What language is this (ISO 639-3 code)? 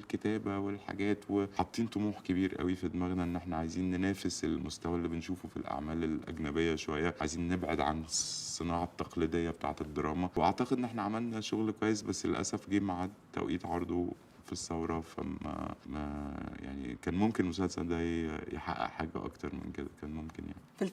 arz